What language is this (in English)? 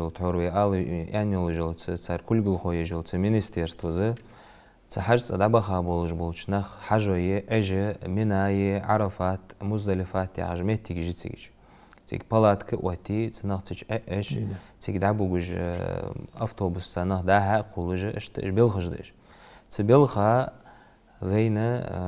Ingush